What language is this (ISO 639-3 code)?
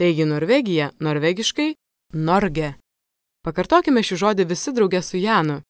lit